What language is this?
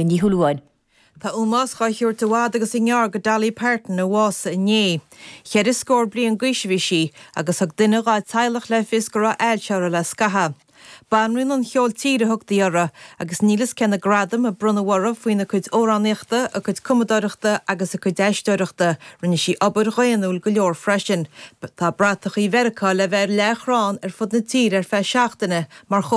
Irish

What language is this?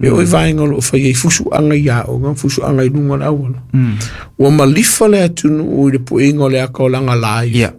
Samoan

